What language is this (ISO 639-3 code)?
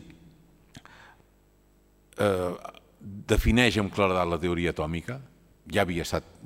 cat